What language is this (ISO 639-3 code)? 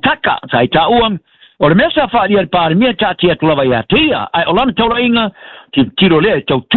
smo